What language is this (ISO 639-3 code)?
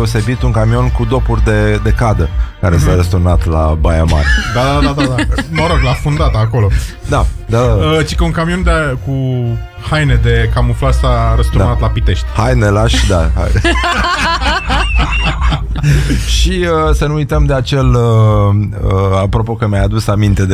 ron